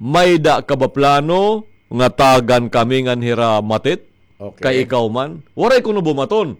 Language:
Waray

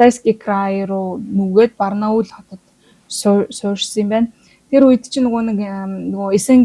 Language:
Mongolian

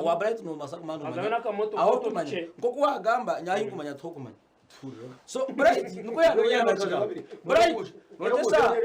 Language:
Nyankole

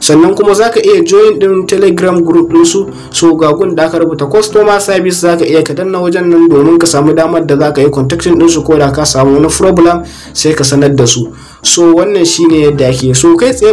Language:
Hausa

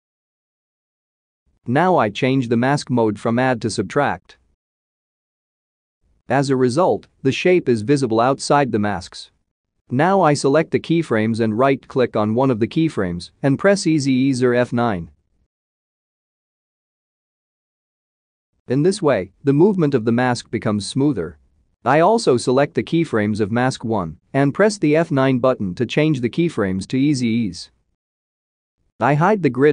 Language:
English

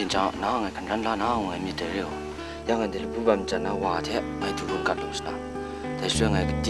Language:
Kachin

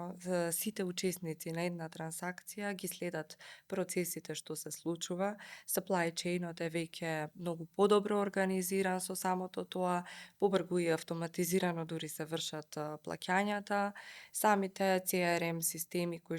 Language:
Macedonian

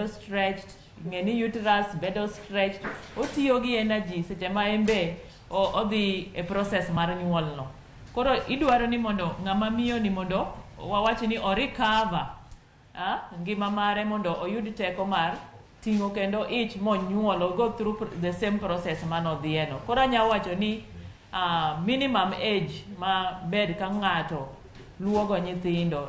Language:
Luo (Kenya and Tanzania)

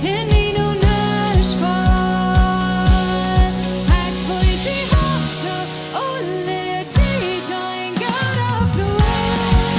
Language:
Plautdietsch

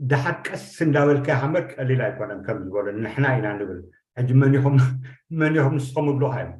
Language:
Tigrinya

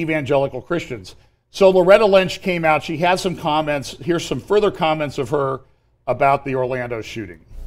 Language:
English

